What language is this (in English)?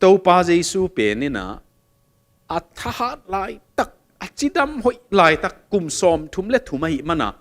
Tedim Chin